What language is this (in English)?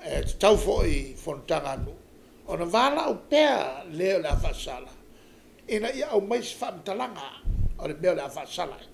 Samoan